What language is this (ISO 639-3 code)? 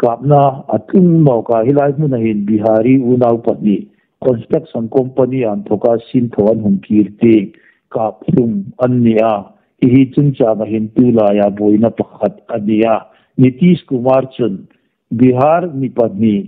hmr